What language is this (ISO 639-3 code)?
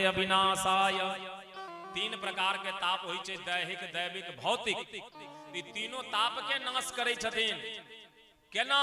mai